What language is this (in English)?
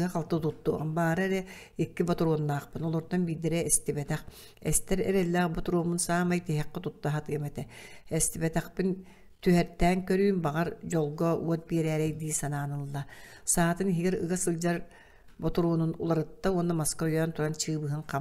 Yakut